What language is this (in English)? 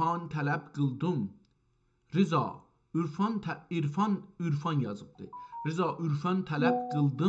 South Azerbaijani